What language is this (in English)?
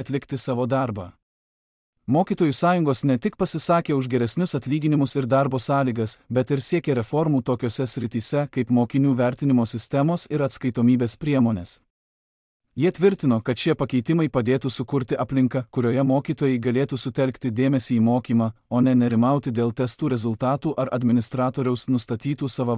Lithuanian